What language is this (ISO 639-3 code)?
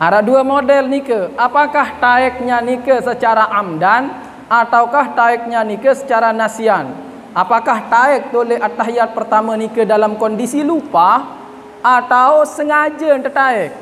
sas